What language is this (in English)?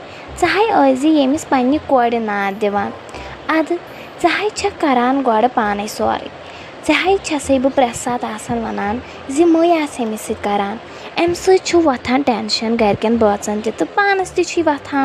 Kashmiri